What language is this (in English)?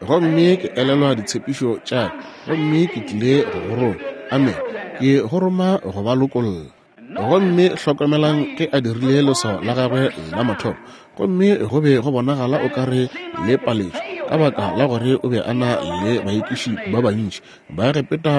Northern Sotho